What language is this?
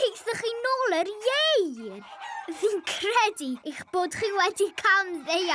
Welsh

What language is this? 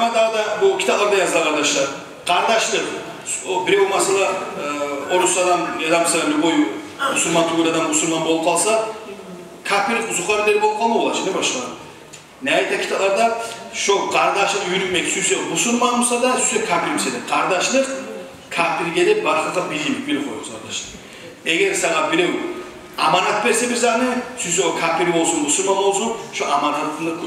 Kumyk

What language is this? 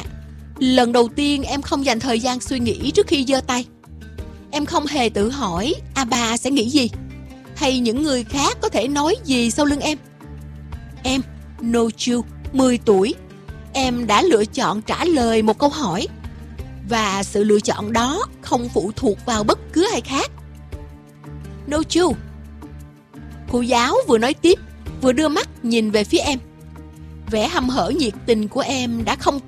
Vietnamese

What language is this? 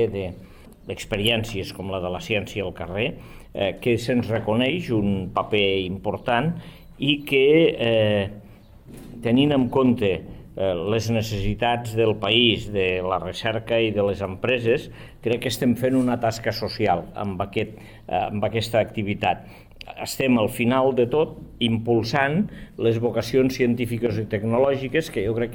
Catalan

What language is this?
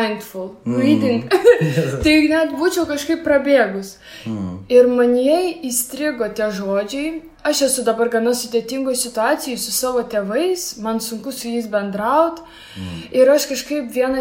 Lithuanian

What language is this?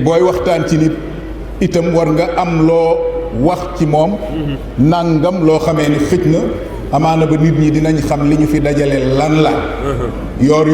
Wolof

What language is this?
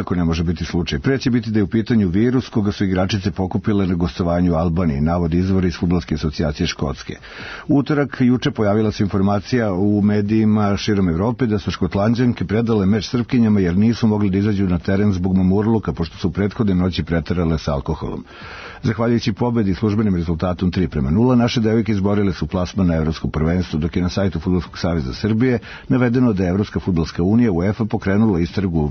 Serbian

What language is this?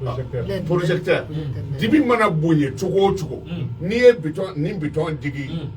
Bambara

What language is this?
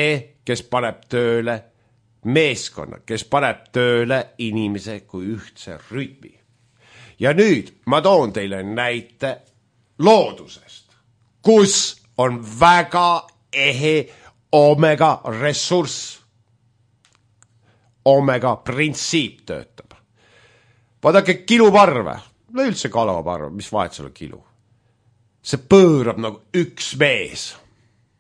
Estonian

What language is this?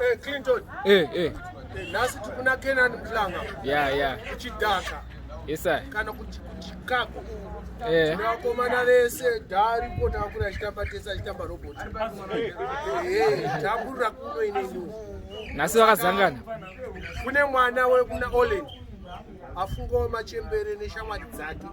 Shona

